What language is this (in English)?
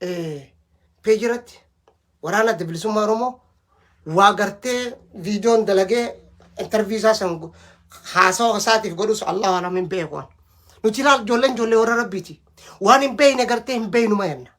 Oromo